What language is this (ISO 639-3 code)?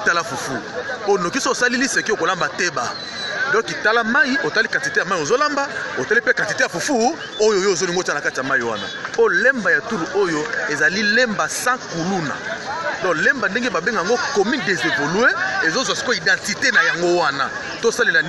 lin